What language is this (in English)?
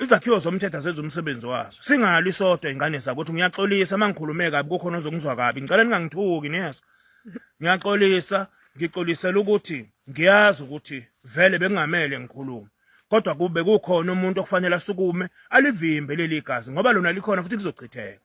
Zulu